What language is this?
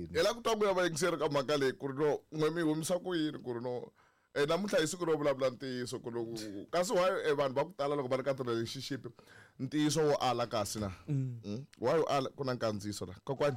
Tsonga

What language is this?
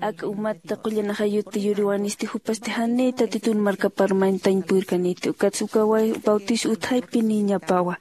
Aymara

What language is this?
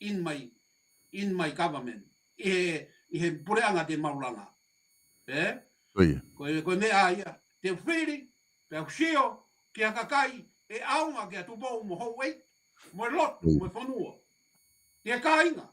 Tongan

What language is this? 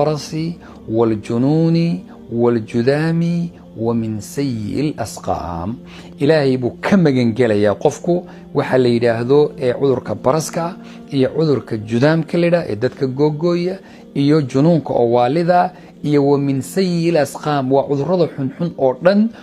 Somali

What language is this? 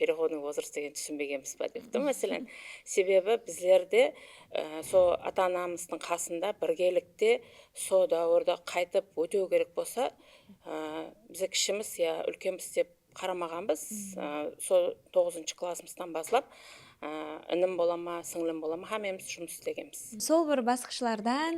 Kara-Kalpak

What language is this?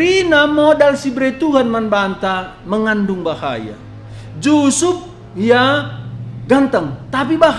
Batak Karo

